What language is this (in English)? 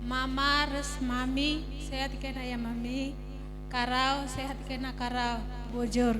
Batak Karo